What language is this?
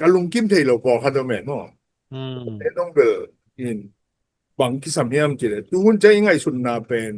Tedim Chin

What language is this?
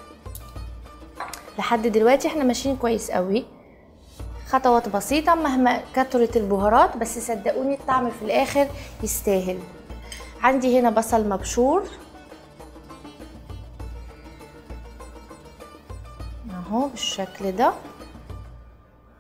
Egyptian Arabic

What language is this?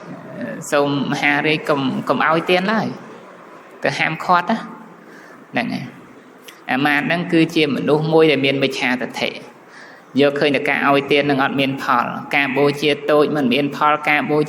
Khmer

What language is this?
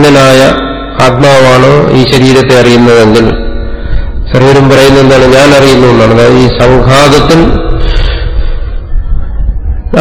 Malayalam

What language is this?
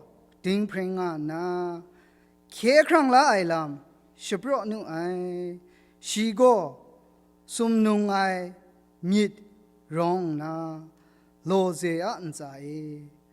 Kachin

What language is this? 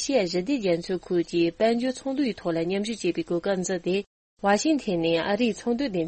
Tibetan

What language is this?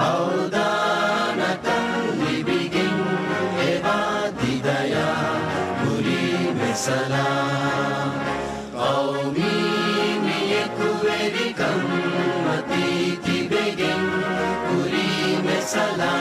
Divehi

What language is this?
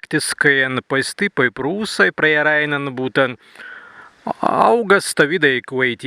Prussian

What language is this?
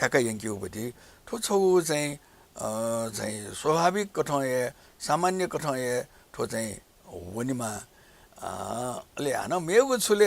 Newari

